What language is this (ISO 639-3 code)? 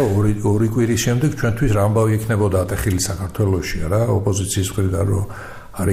kat